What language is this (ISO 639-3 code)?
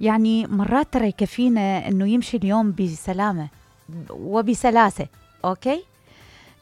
acm